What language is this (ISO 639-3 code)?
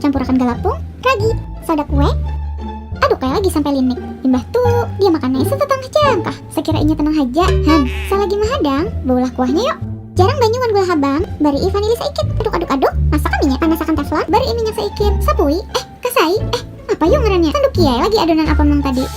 bjn